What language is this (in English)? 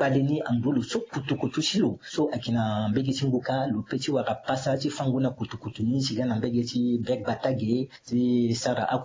Sango